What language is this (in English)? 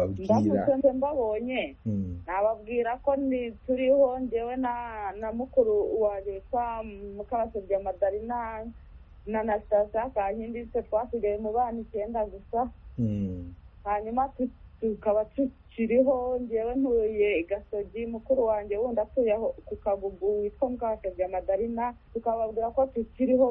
Kinyarwanda